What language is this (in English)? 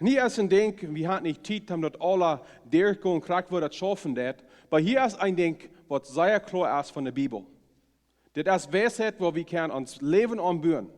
Plautdietsch